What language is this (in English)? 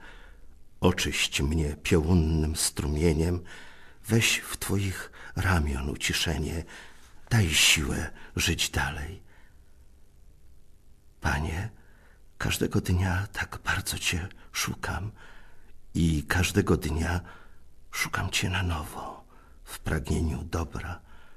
Polish